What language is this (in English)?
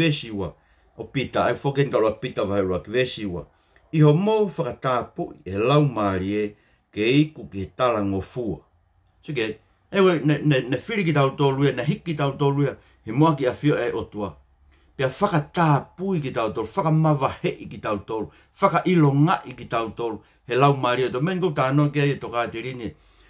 Tongan